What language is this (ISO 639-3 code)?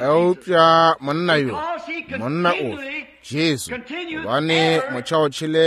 nso